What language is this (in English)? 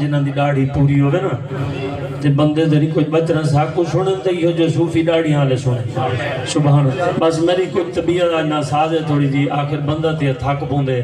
Saraiki